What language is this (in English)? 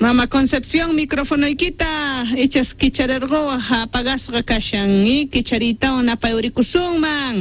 South Bolivian Quechua